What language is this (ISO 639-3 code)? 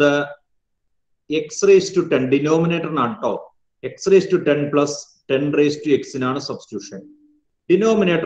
mal